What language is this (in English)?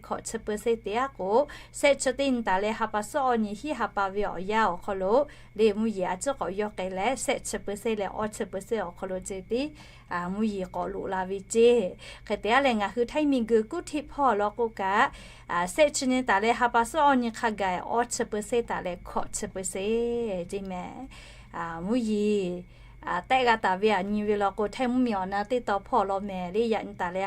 Lahu